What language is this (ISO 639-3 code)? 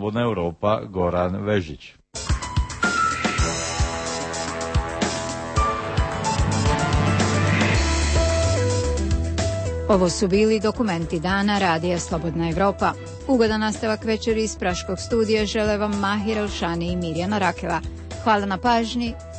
hrv